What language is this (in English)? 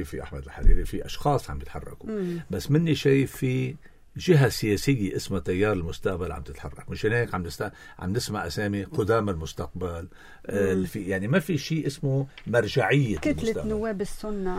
North Levantine Arabic